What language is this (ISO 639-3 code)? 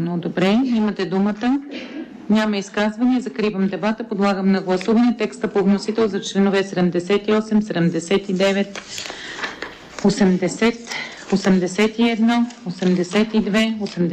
bul